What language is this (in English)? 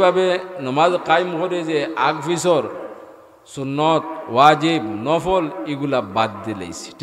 Sylheti